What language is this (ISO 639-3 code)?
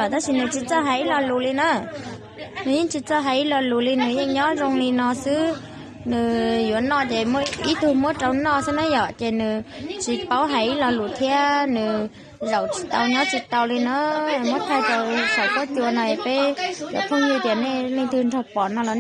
hmn